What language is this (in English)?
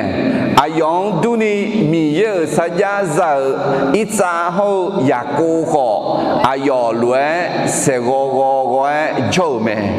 Akha